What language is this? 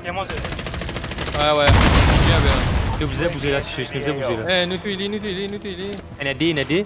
Morisyen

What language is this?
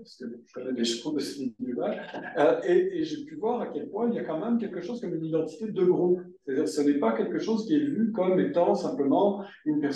French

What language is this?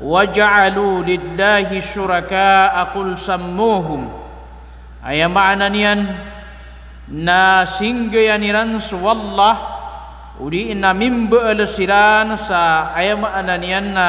Maranao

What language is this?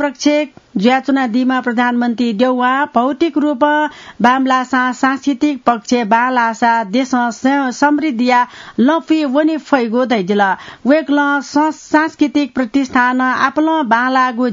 Newari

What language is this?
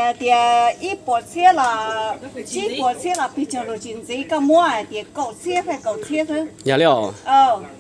Hmong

